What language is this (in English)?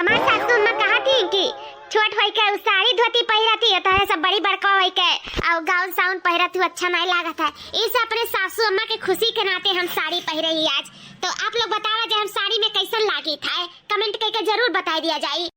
Awadhi